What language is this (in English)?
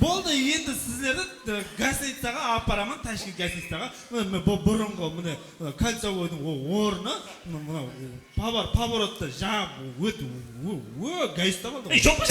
Kara-Kalpak